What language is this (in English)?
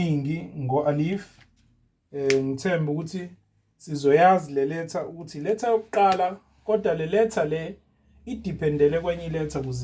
Zulu